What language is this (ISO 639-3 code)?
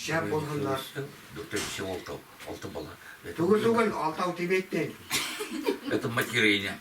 bak